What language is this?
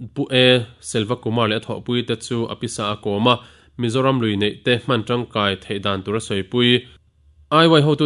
Mizo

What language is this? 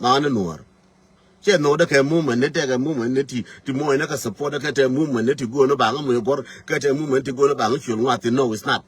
Nuer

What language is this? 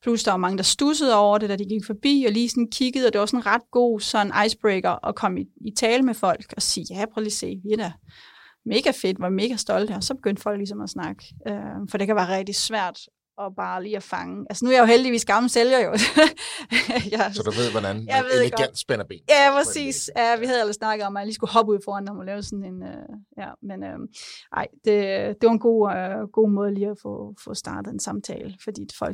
Danish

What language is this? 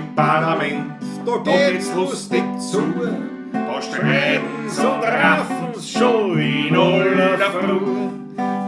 Bavarian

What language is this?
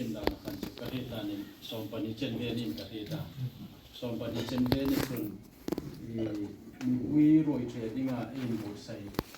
Hmar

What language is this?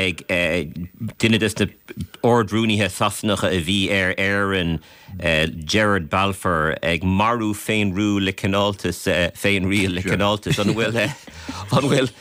Irish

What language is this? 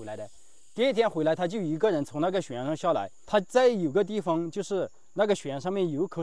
Chinese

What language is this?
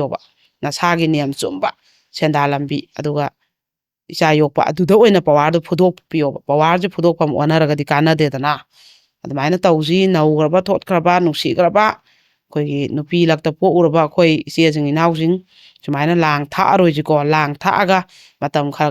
Manipuri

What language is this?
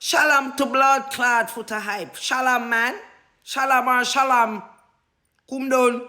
Jamaican Creole English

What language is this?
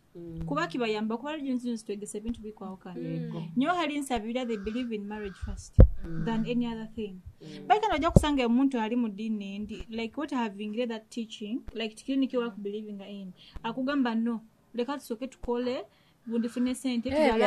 Nyoro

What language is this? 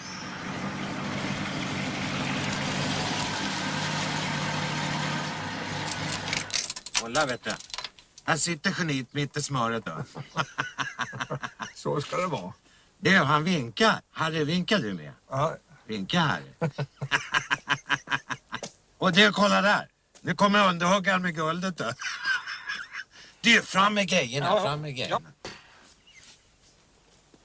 Swedish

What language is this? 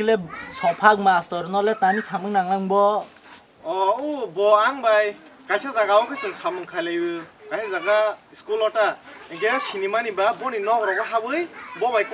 Kok Borok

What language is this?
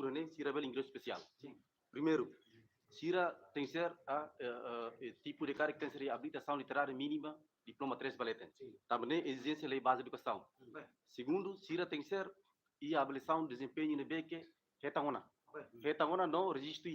Tetum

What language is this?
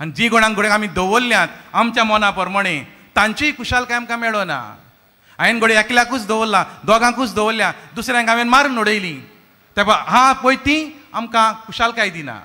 Konkani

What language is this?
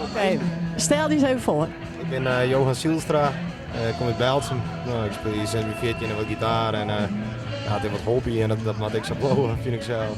Western Frisian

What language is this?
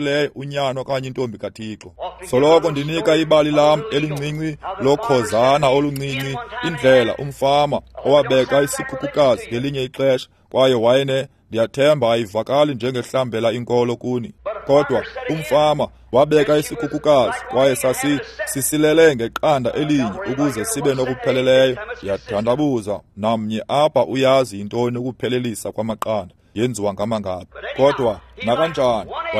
Xhosa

